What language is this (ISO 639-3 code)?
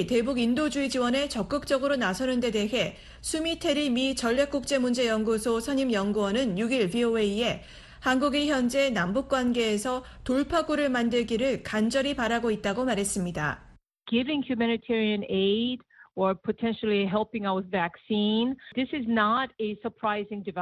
kor